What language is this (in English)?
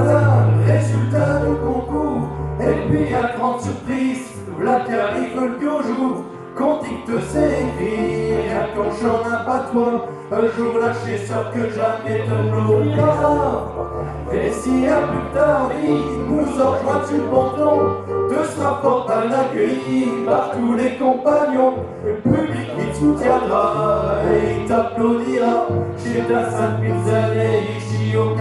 Picard